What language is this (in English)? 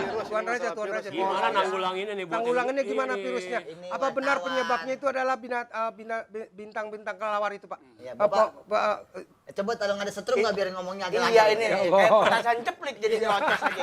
Betawi